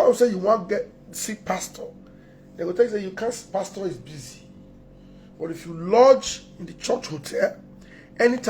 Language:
Nigerian Pidgin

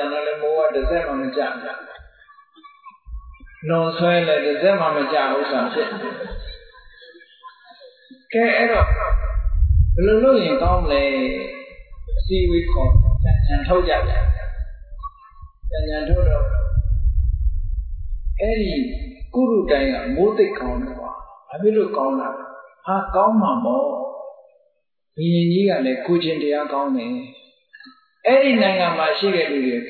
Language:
Burmese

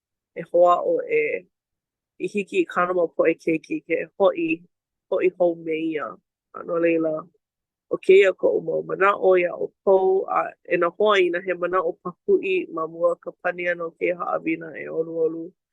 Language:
Hawaiian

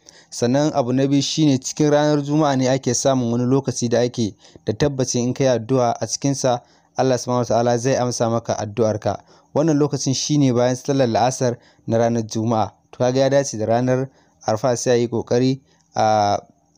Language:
Hausa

